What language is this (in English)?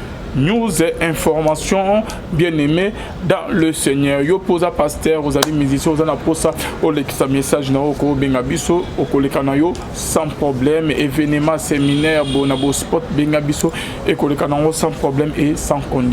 Lingala